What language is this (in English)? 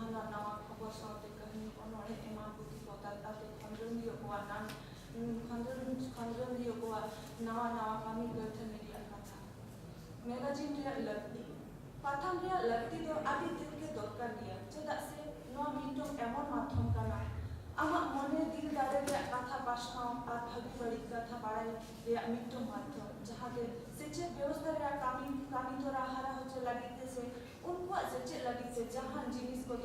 Santali